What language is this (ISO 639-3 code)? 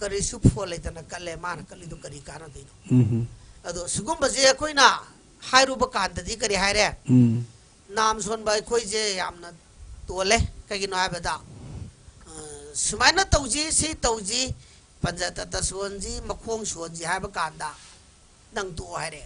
mni